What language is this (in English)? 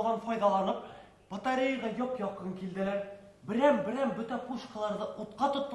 Bashkir